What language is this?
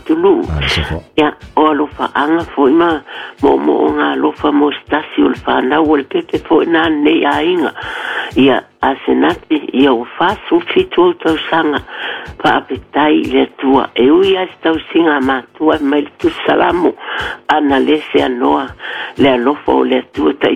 Samoan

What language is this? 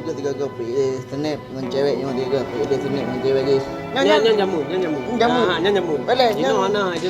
Achinese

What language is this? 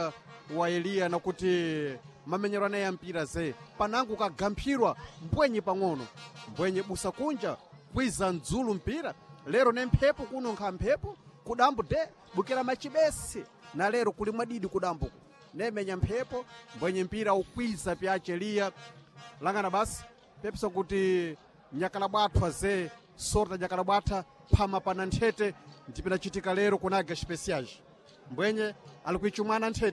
Sena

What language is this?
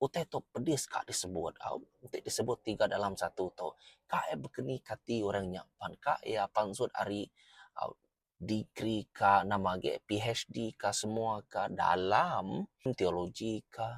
Iban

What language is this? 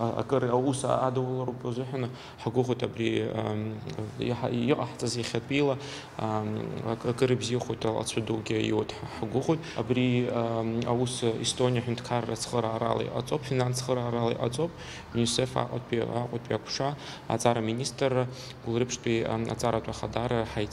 Abkhazian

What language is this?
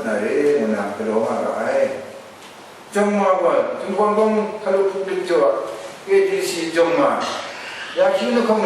Kachin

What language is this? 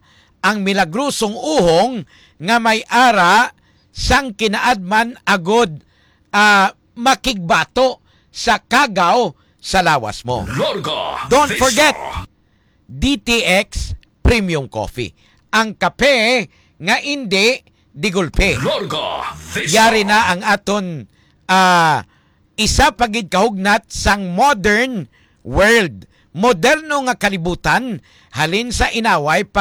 Hiligaynon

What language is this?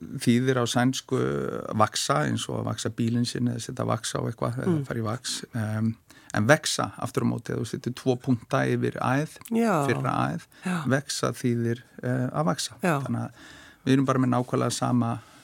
Icelandic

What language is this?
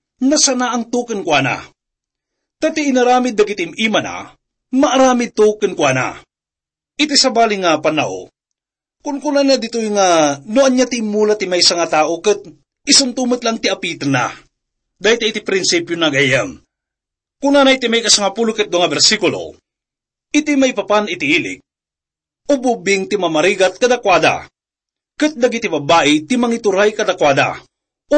Iloko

